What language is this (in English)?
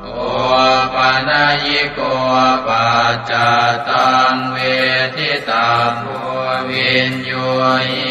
Pali